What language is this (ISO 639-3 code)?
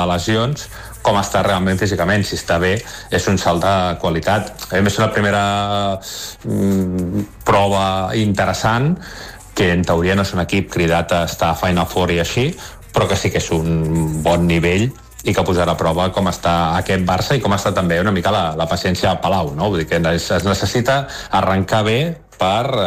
cat